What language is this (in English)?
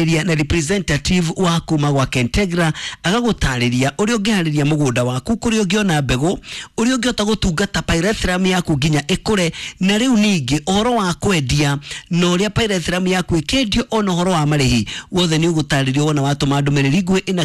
Kikuyu